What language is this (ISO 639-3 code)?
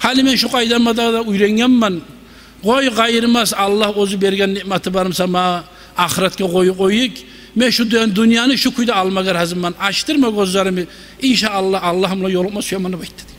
kum